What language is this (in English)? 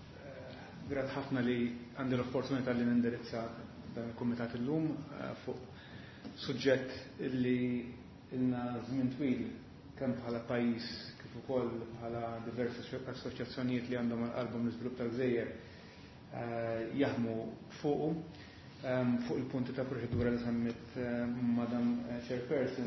Maltese